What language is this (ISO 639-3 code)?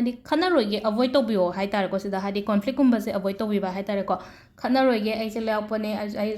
mni